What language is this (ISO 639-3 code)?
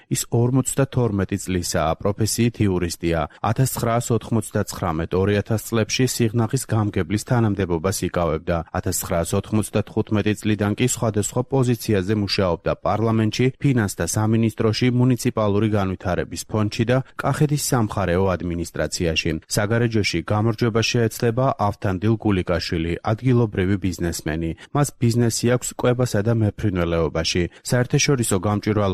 kat